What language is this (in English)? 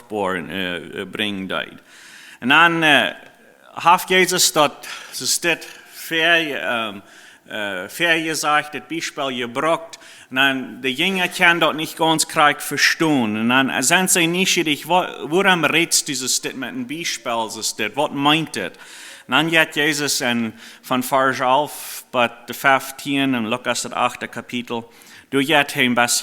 Plautdietsch